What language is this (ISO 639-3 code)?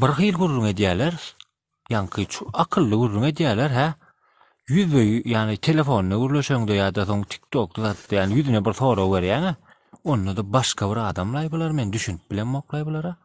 tuk